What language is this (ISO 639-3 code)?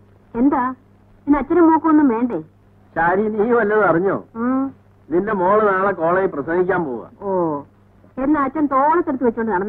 mal